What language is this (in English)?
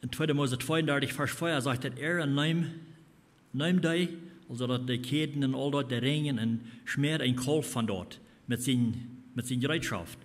Plautdietsch